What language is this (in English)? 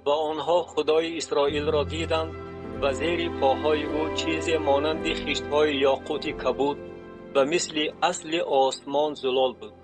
Tajik